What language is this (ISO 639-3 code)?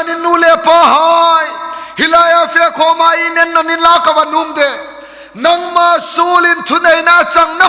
hmr